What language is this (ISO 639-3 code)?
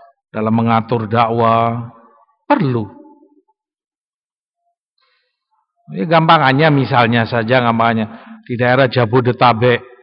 ind